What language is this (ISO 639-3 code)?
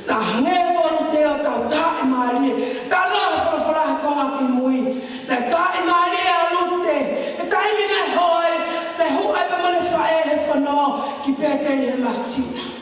ton